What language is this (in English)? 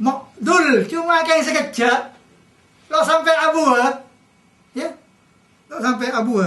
Madurese